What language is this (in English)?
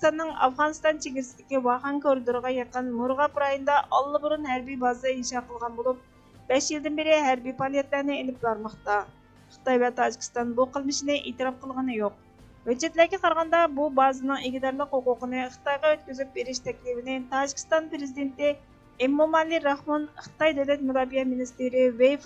Uyghur